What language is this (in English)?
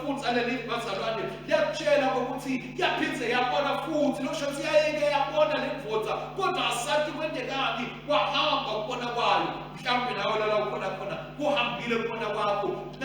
Swati